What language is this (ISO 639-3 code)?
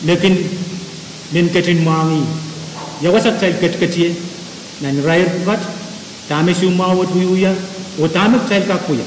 pon